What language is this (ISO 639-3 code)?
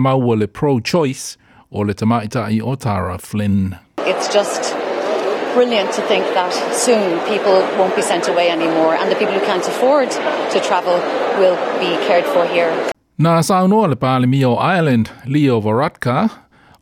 smo